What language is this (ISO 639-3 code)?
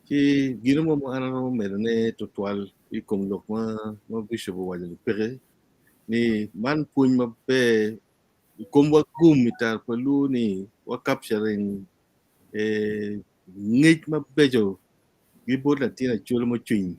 ach